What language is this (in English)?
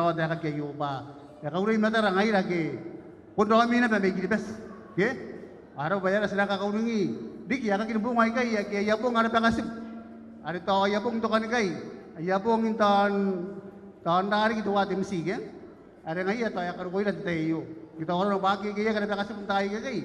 Gilbertese